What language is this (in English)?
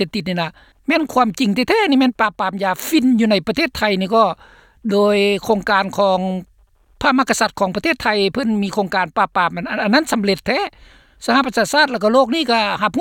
Lao